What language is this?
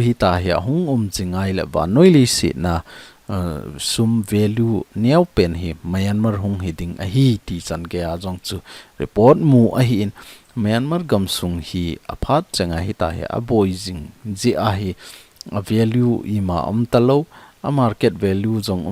Thado Chin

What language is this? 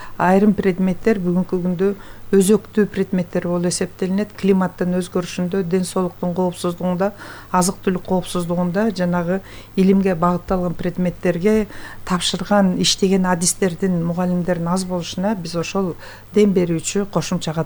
Kyrgyz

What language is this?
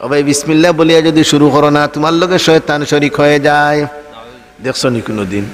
Sylheti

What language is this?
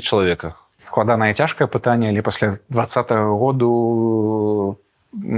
Belarusian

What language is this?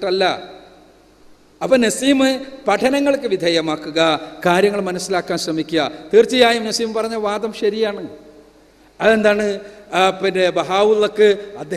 Malayalam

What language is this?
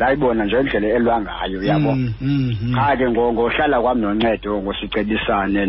Xhosa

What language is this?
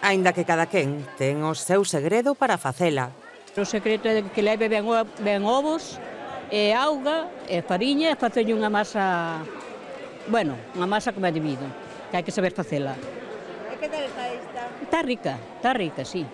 Galician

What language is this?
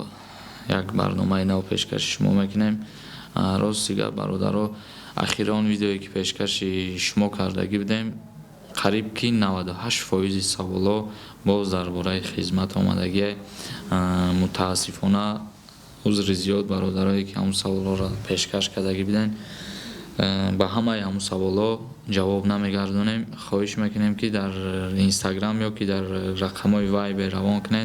Tajik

